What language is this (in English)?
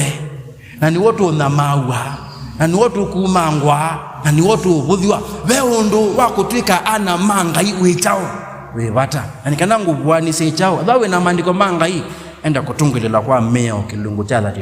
Kamba